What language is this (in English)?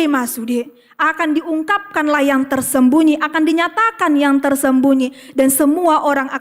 Batak Toba